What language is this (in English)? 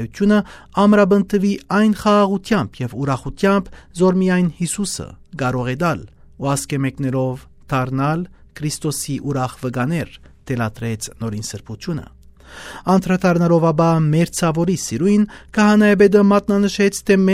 Western Armenian